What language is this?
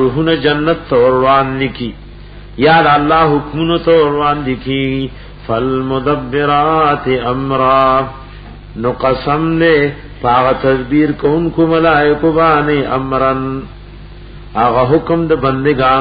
Pashto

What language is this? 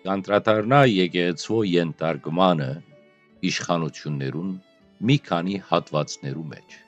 Western Armenian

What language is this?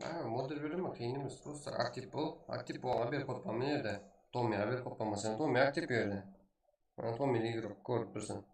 Kara-Kalpak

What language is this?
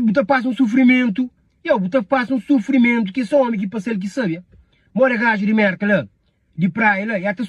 Kabuverdianu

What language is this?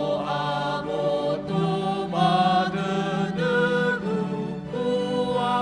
Nias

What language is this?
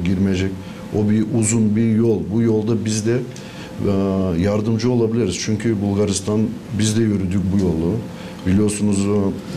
Gagauz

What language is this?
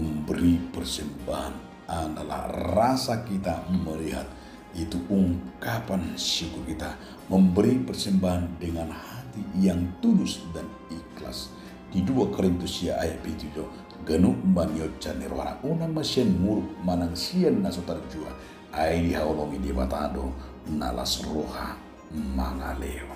Batak Toba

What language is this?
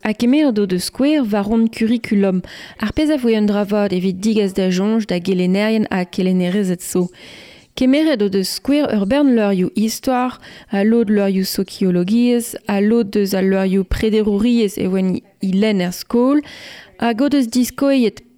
Breton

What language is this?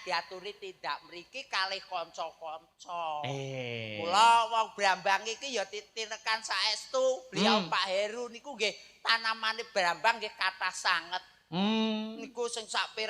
Javanese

